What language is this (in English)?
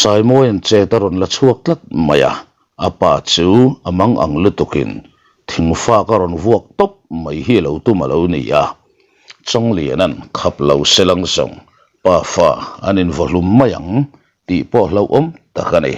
Mizo